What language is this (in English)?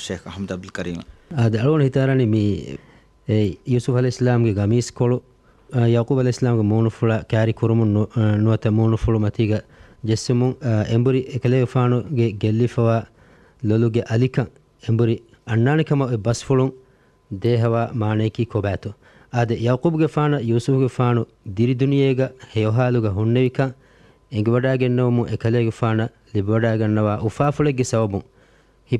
Divehi